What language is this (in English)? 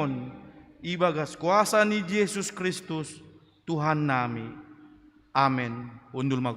Batak Simalungun